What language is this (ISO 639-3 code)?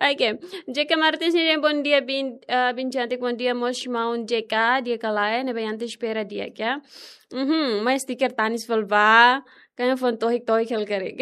tet